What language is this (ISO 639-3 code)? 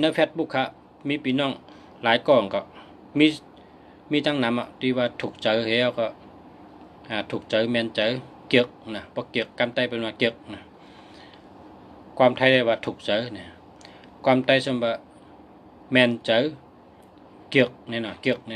shn